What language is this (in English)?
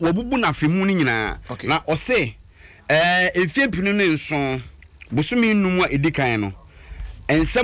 Akan